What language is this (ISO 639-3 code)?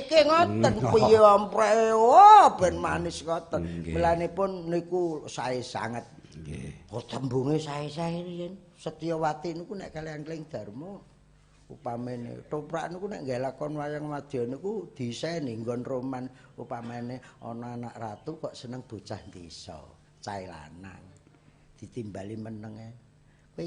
jav